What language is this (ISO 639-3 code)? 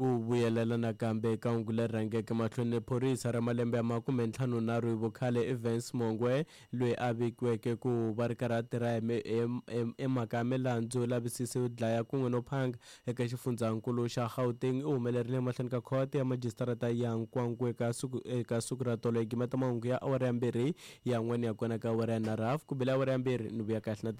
tso